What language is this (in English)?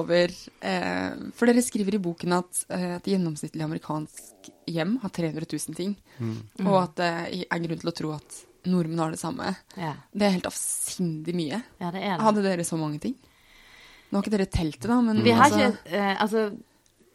Norwegian